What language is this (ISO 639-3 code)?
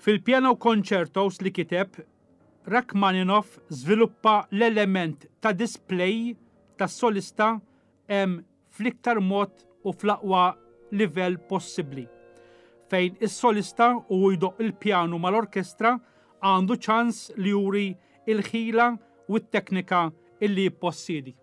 mlt